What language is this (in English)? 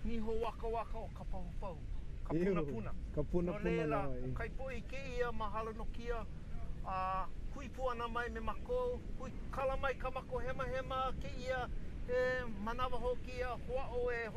Hawaiian